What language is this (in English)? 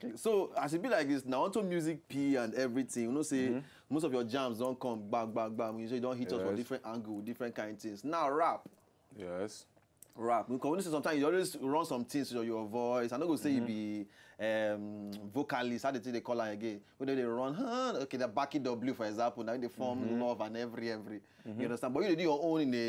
Nigerian Pidgin